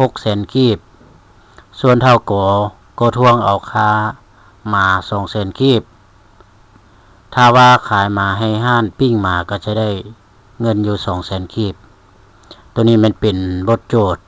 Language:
Lao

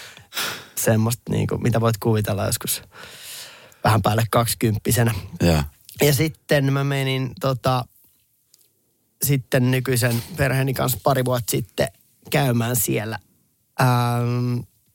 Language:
Finnish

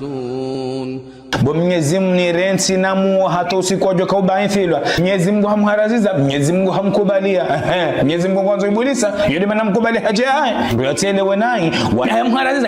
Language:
Ngazidja Comorian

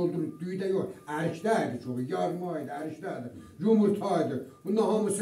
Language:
South Azerbaijani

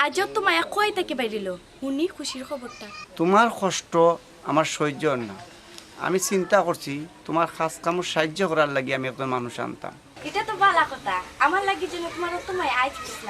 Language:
Sylheti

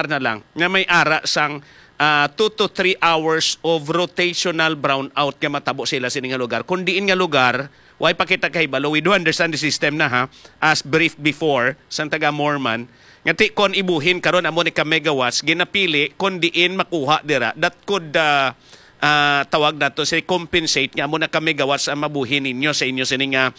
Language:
Hiligaynon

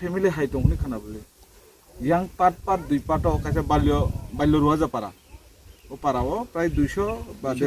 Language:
Kok Borok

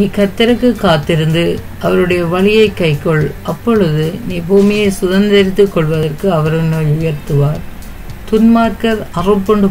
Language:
Tamil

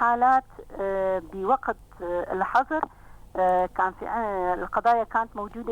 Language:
North Levantine Arabic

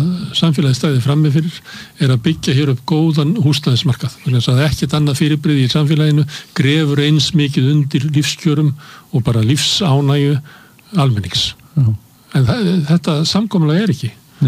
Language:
Icelandic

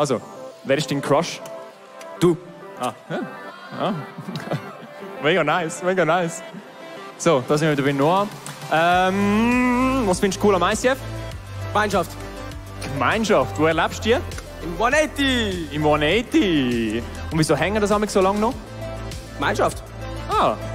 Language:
Swiss German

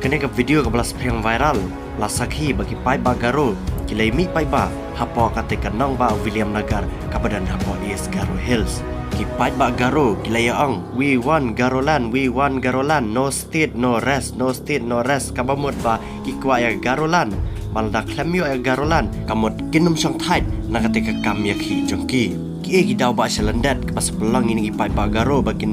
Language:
Khasi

